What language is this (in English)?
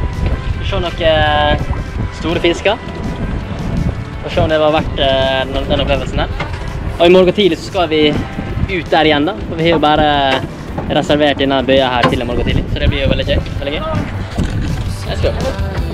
Norwegian